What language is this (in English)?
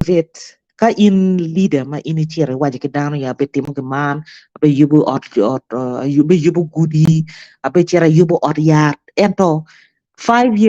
Acoli